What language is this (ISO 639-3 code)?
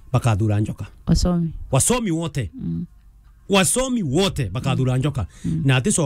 mer